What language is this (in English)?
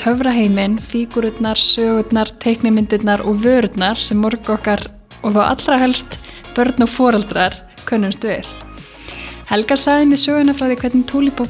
Icelandic